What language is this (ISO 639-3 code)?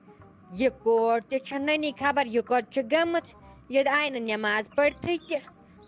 kas